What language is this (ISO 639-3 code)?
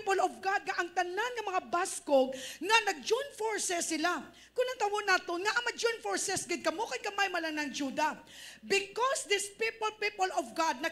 hil